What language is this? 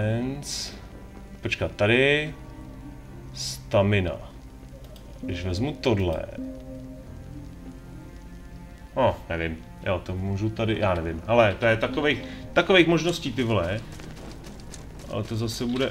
Czech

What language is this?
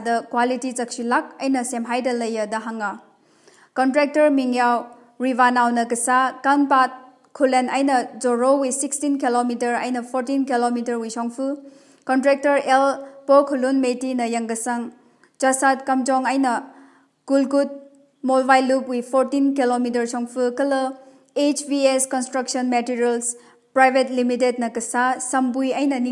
Tangkhul Naga (India)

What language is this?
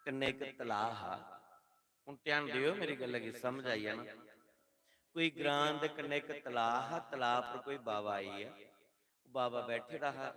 Dogri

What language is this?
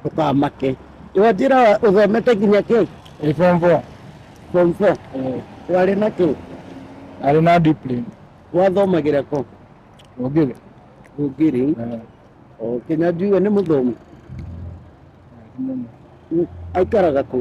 Kikuyu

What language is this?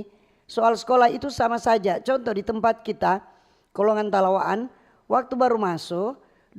Manado Malay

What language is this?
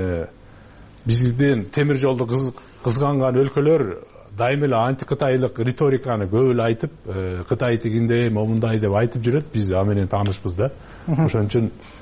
Kyrgyz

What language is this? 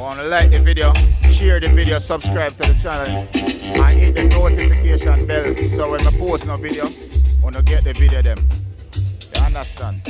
Jamaican Creole English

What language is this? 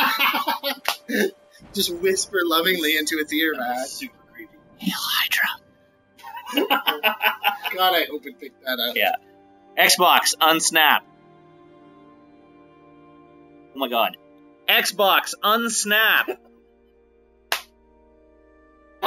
English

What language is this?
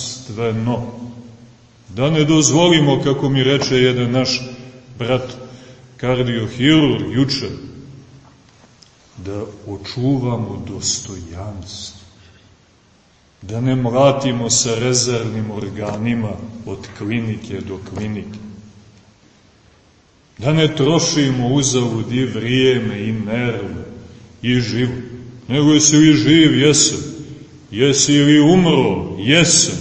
Serbian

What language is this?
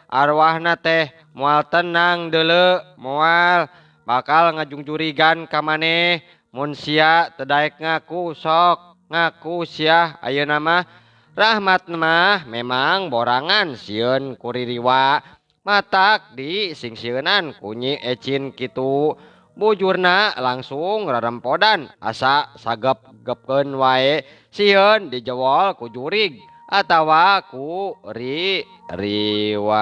Sundanese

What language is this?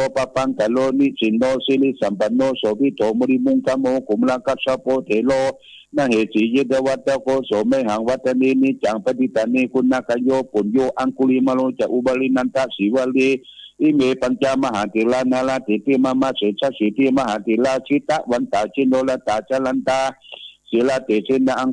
Pali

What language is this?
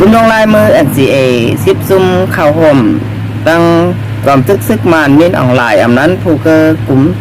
Shan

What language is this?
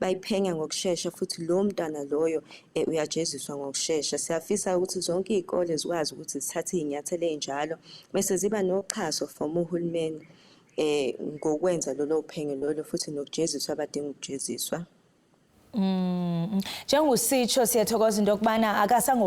Zulu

